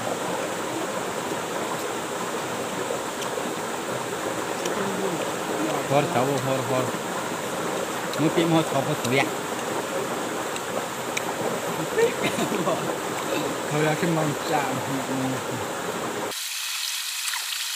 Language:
Malay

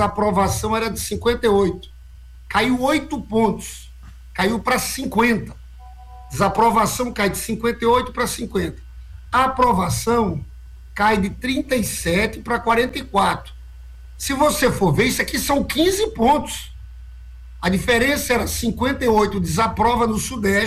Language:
Portuguese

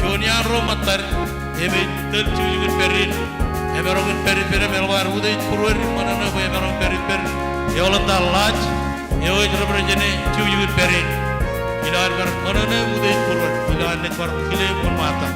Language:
Marshallese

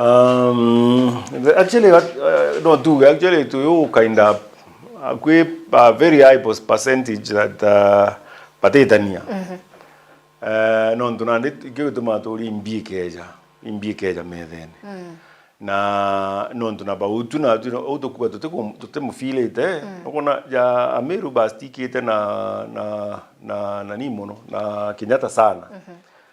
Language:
Meru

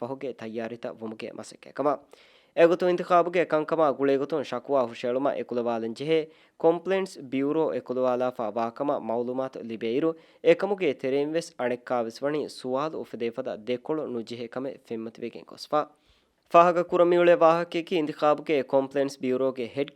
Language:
Divehi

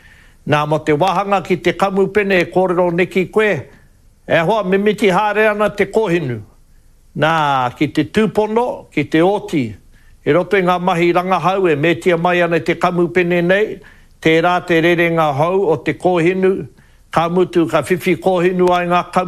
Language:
Māori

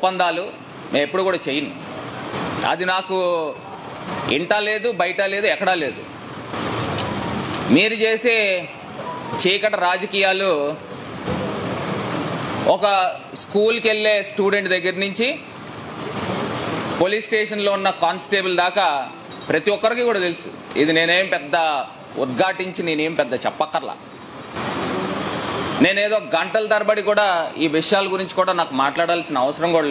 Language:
Telugu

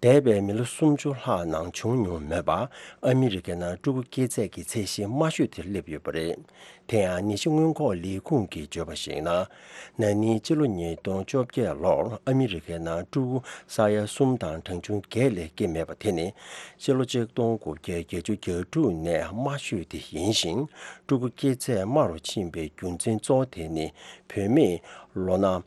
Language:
Tibetan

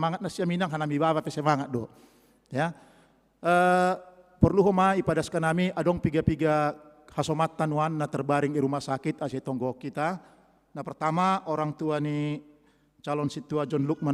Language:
Batak Simalungun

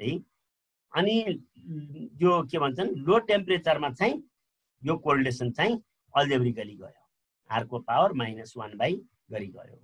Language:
Nepali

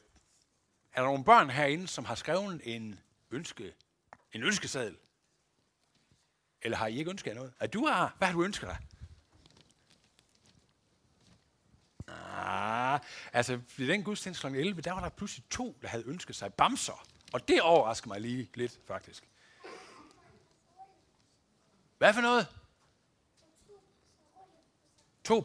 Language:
Danish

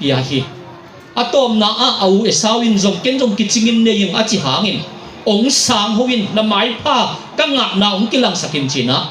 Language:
Tedim Chin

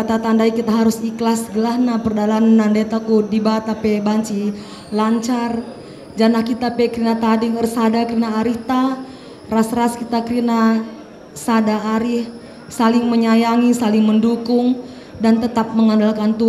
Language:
Batak Karo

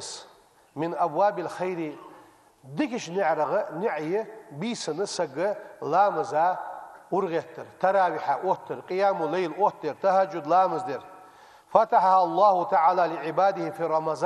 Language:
Ingush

